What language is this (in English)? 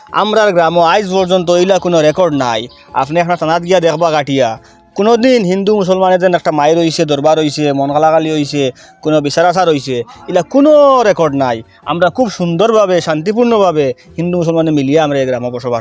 Sylheti